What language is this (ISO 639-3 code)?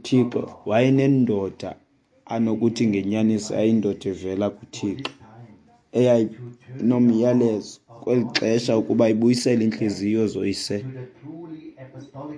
xho